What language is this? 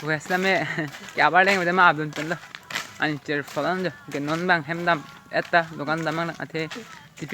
Karbi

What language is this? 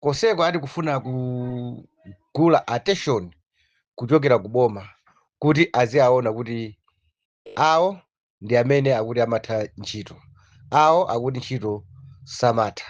Nyanja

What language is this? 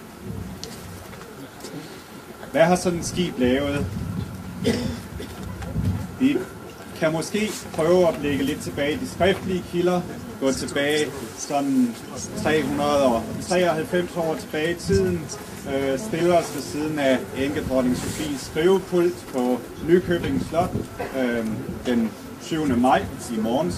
Danish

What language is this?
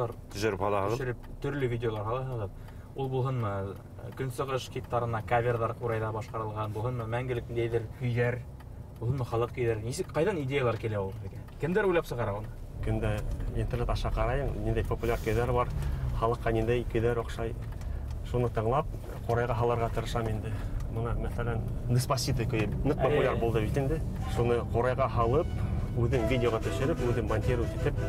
Bashkir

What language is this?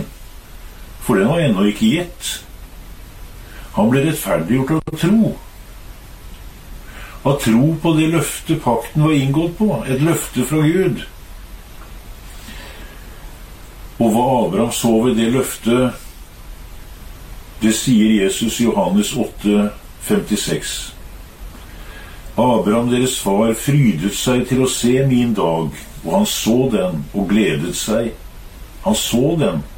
Norwegian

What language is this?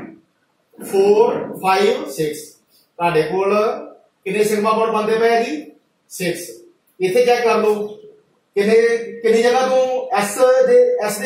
Punjabi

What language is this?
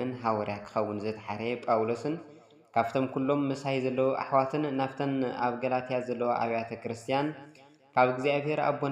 Tigrinya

